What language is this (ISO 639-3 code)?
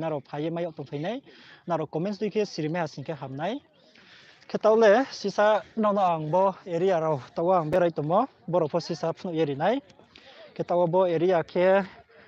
ria